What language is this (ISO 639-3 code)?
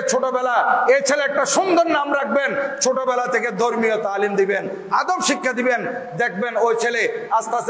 ben